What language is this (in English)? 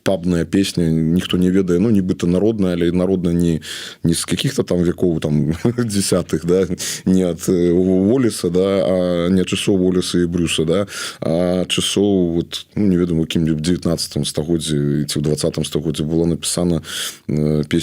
Belarusian